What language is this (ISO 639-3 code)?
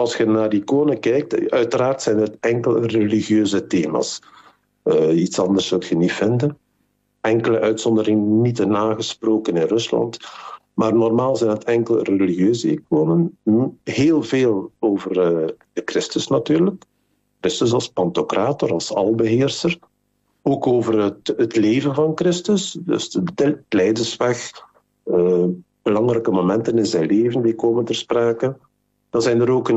nld